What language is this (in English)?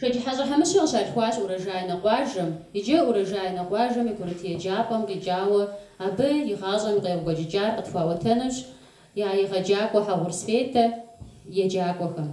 Kabardian